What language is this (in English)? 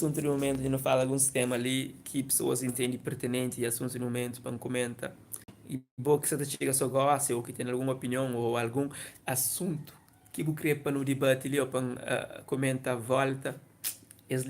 Kabuverdianu